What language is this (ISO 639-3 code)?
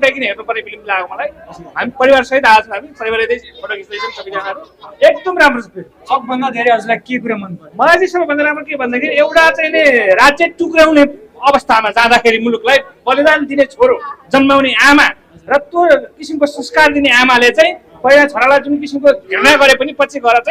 nep